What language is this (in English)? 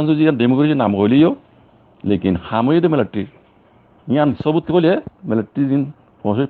Rohingya